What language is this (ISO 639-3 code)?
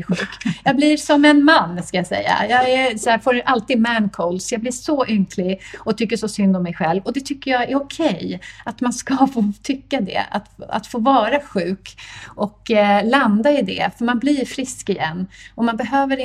swe